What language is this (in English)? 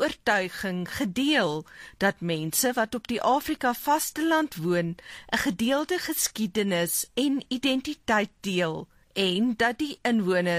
Afrikaans